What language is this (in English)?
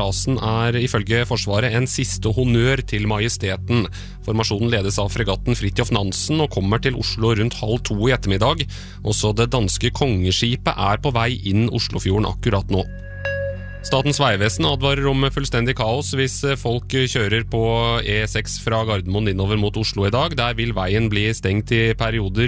Norwegian